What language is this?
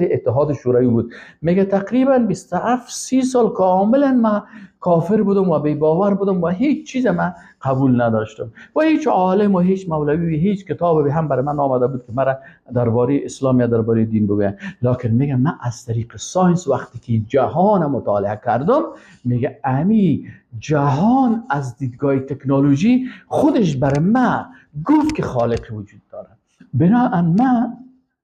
Persian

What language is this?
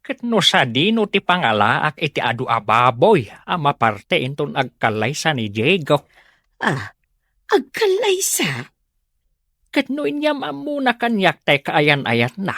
Iloko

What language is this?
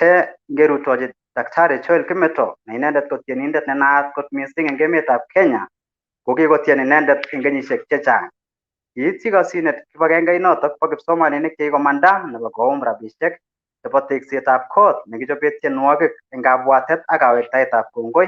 Kalenjin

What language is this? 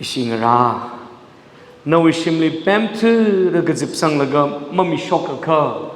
Tangkhul Naga (India)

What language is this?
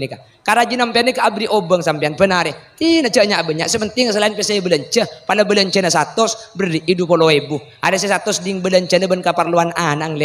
Madurese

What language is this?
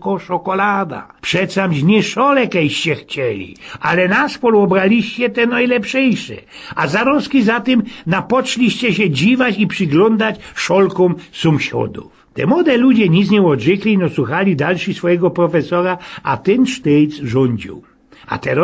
Silesian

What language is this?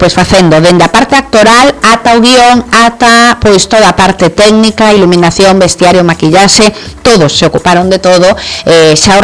Galician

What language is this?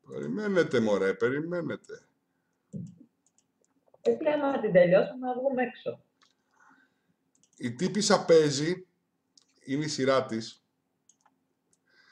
Greek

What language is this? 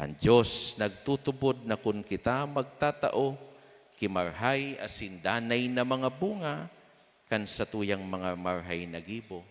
Bikol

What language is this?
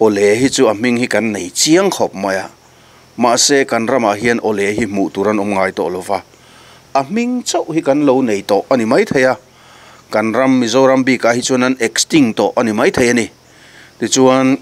Mizo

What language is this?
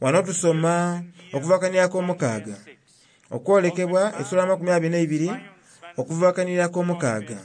Soga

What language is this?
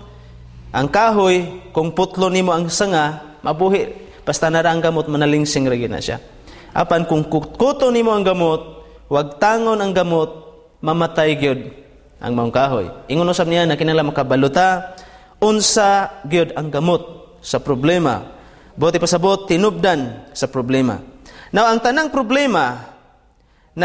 Cebuano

